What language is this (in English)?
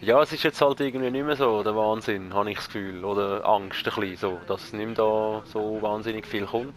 Swiss German